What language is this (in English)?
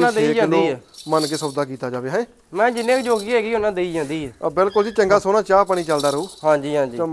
Punjabi